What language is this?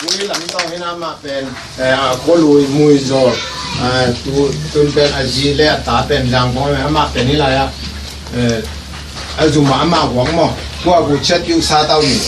Tedim Chin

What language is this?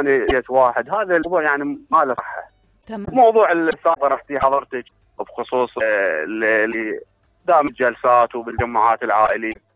Mesopotamian Arabic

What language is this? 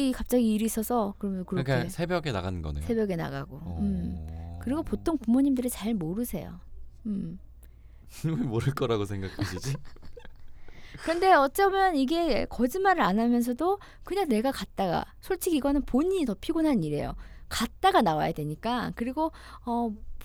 Korean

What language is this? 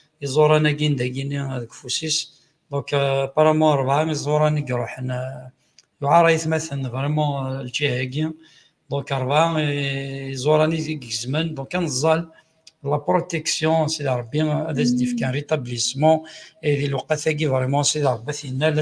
Kabyle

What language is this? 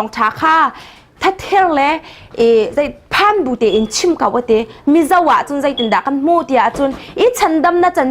Hakha Chin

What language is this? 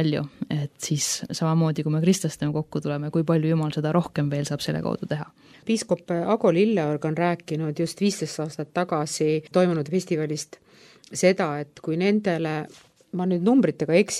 Estonian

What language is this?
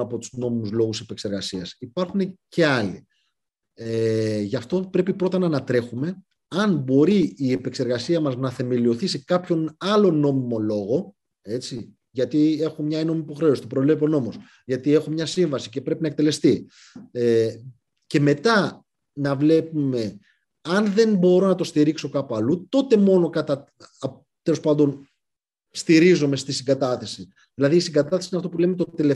Greek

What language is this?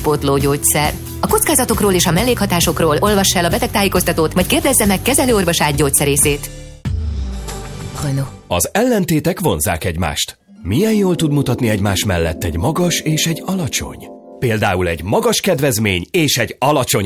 Hungarian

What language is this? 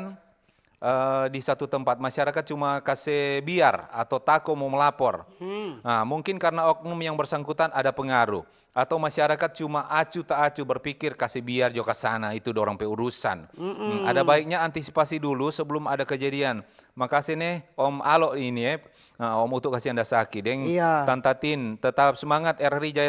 Manado Malay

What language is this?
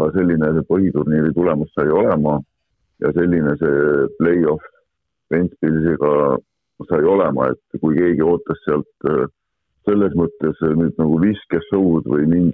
Estonian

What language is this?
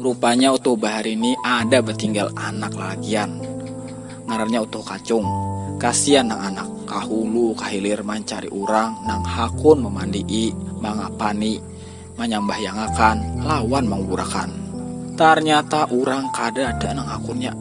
Banjar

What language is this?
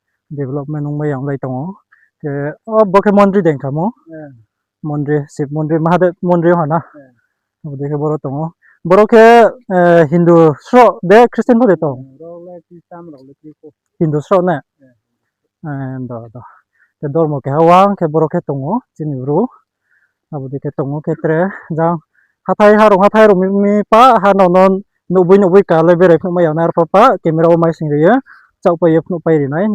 Riang (India)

